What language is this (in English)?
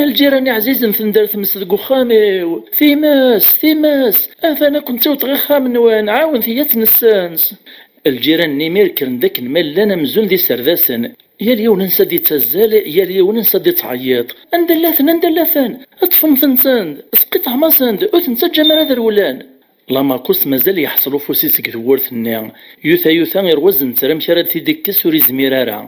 Kabyle